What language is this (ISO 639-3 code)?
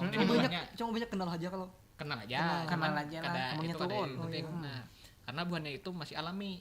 bjn